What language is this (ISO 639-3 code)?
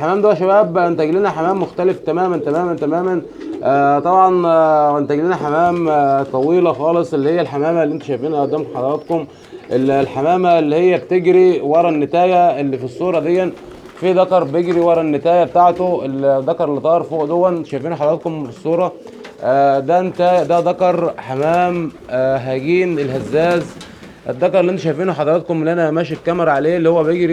arz